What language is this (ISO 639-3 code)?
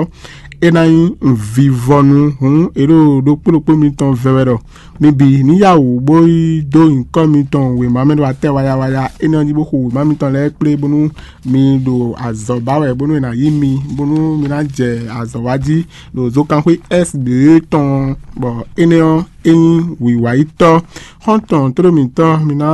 fon